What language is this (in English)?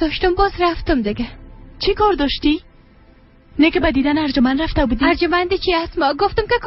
Persian